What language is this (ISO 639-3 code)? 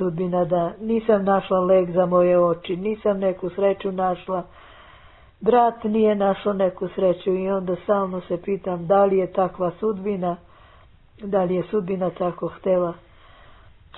srp